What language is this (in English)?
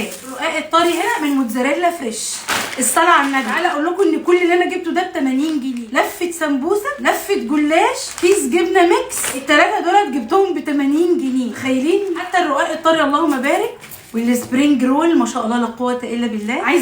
Egyptian Arabic